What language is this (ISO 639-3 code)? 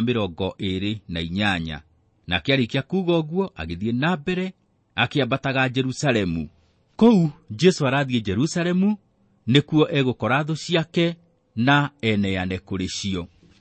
kik